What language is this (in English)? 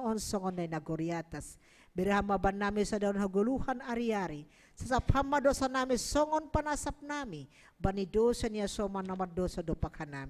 Batak Simalungun